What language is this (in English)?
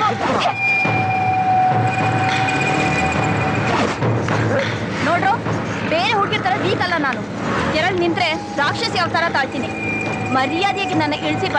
Kannada